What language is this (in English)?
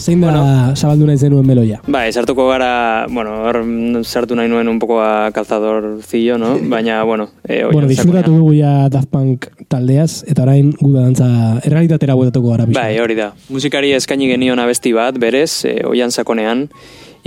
Basque